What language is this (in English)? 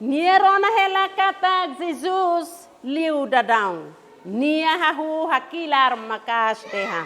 Tetum